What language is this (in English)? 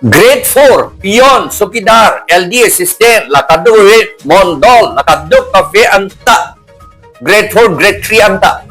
Karbi